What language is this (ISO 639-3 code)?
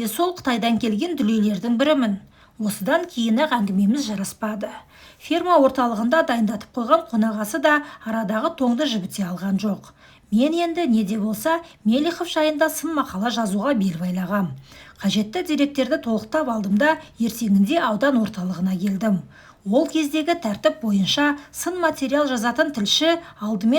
kaz